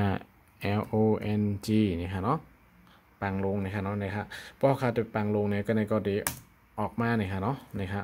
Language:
Shan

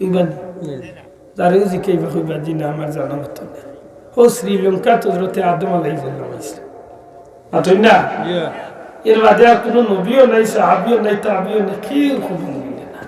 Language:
Sylheti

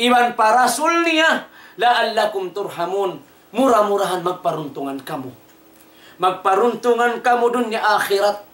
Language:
Tausug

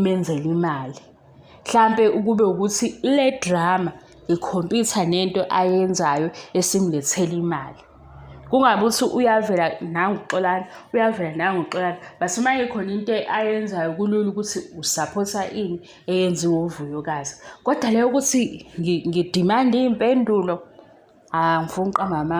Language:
Zulu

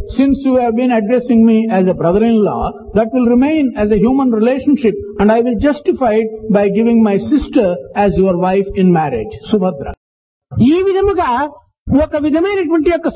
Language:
Telugu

